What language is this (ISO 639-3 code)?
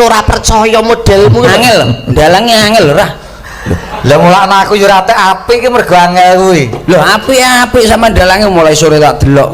jav